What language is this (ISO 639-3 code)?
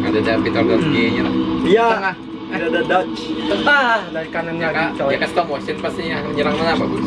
bjn